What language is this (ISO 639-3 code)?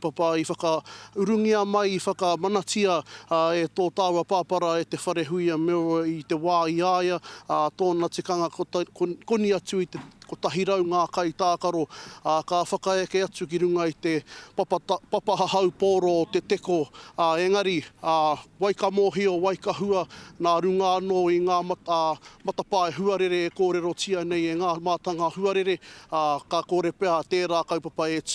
mri